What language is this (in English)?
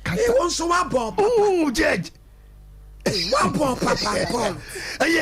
Akan